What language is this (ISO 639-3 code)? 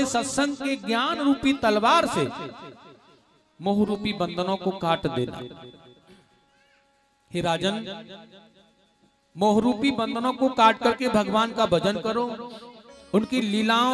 hin